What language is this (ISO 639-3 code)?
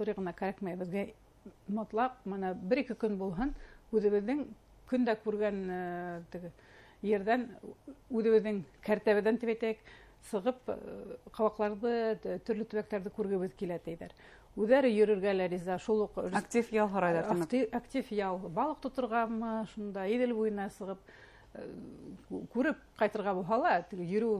bak